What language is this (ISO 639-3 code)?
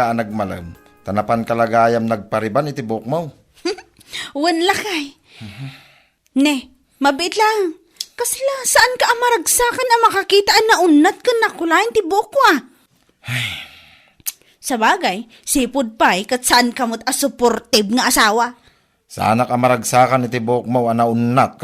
ilo